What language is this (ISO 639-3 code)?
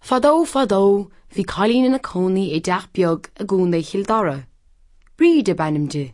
gle